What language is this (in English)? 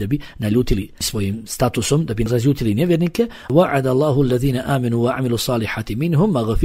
Bosnian